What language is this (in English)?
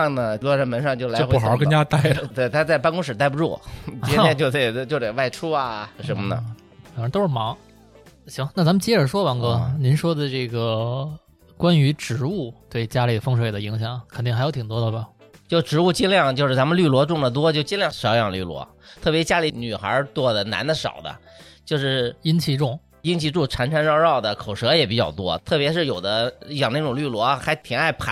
Chinese